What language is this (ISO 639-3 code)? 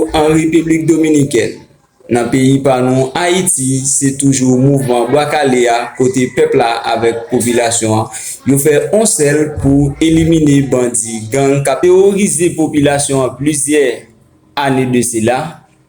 hat